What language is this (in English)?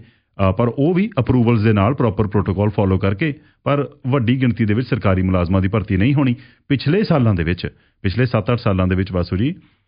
Punjabi